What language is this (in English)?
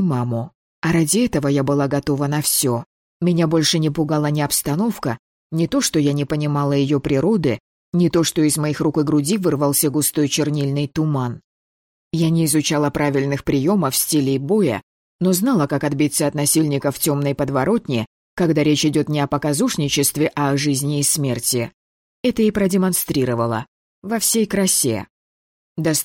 Russian